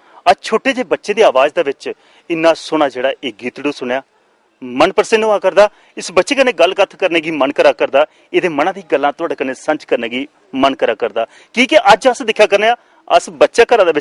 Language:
Dogri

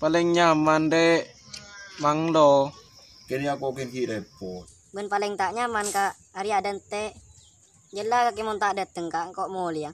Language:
Madurese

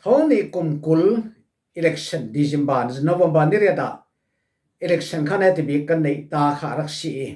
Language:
Falam Chin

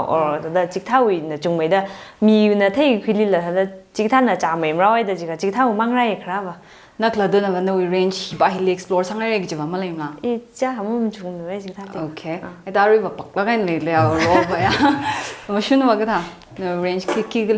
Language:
Tangkhul Naga (India)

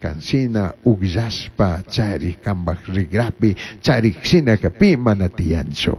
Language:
Chimborazo Highland Quichua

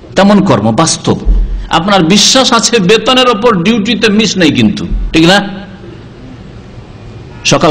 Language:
Bangla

